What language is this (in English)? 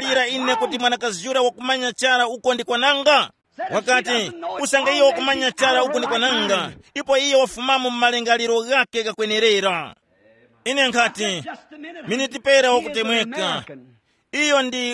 Tumbuka